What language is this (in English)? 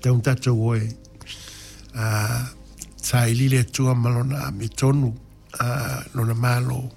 Samoan